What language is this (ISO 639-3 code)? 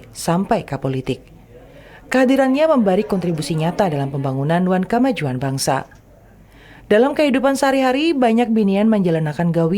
bjn